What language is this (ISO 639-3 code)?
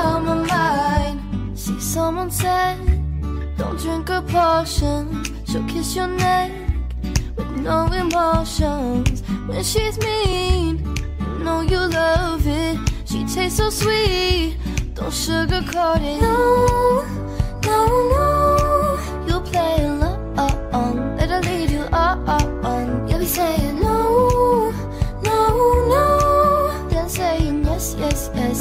eng